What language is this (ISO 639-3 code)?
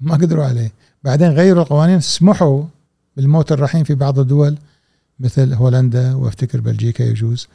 afb